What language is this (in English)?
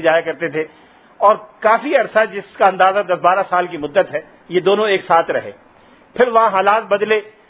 Urdu